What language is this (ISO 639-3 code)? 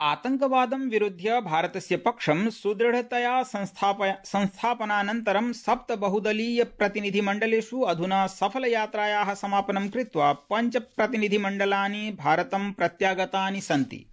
san